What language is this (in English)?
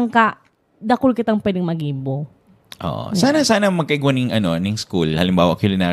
Bikol